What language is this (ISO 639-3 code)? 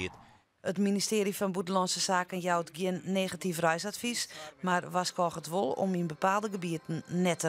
fry